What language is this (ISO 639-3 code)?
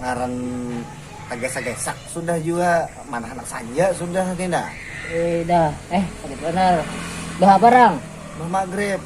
bjn